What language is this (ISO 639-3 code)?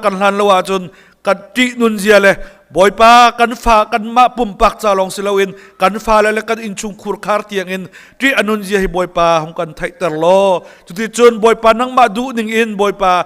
cnh